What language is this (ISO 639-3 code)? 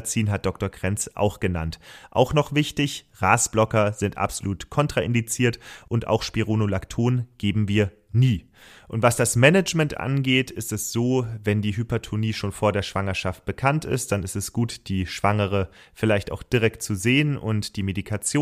deu